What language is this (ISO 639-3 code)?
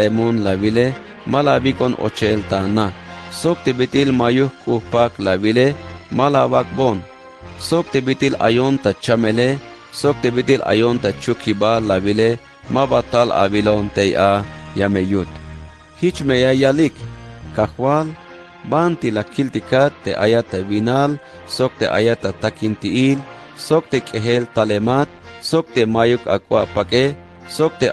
tzh